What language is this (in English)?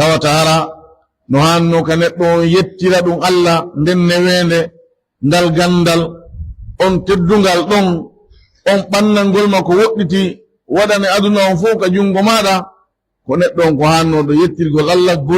Pular